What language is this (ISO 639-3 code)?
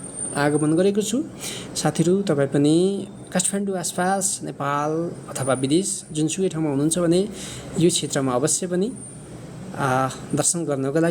nep